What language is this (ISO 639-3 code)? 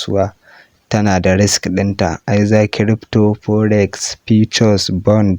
hau